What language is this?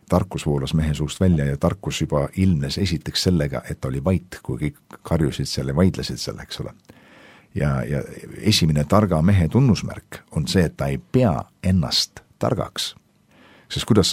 Estonian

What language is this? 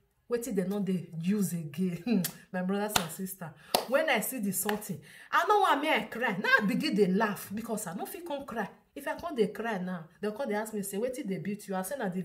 Nigerian Pidgin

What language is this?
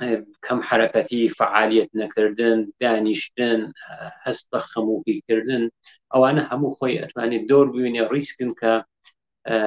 Central Kurdish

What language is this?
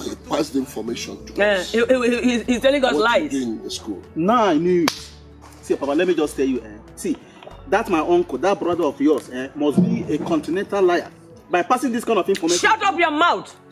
Nigerian Pidgin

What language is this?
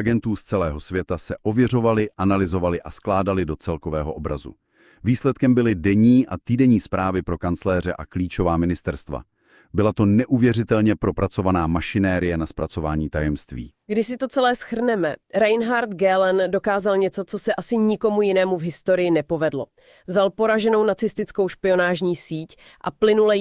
Czech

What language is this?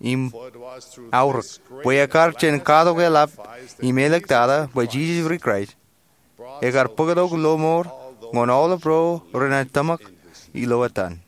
Marshallese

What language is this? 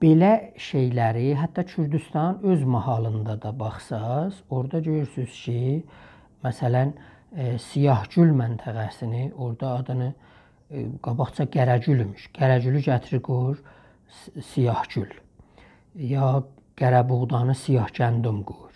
South Azerbaijani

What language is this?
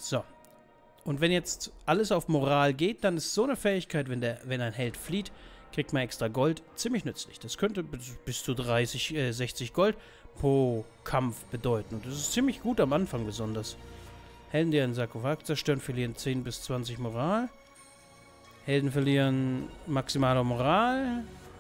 German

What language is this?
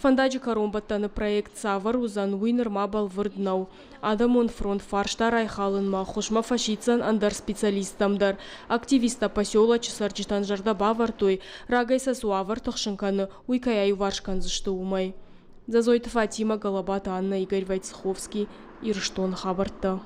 Ossetic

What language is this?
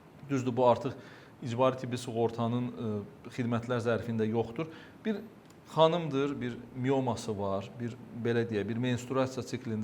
Azerbaijani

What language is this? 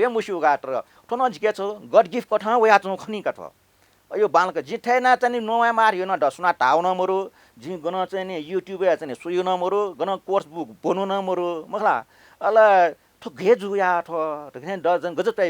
Newari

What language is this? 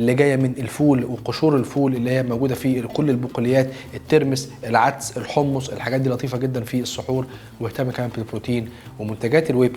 Egyptian Arabic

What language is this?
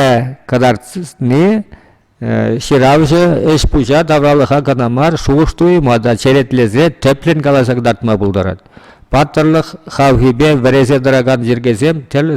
Chuvash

